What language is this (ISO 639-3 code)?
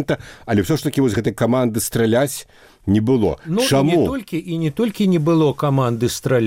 bel